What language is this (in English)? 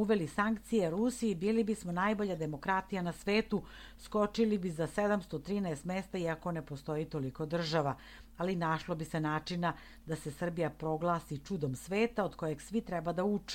Serbian